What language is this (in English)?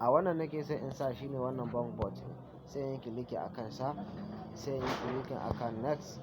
Hausa